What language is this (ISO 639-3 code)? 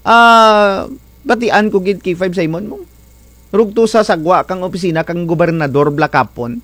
krj